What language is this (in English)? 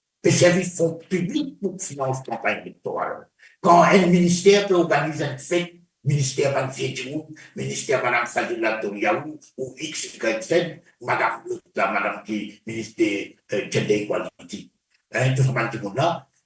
Morisyen